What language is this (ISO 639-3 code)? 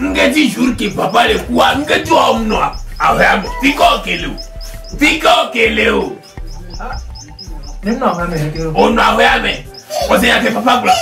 ewe